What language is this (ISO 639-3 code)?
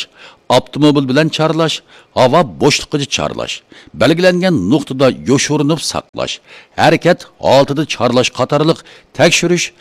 uig